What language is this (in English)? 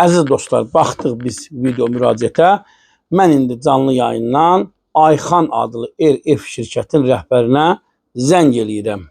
Azerbaijani